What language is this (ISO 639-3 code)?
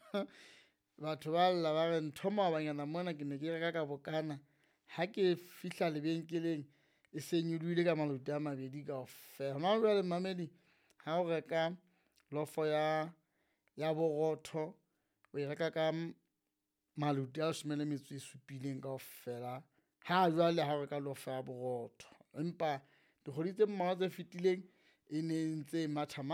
sot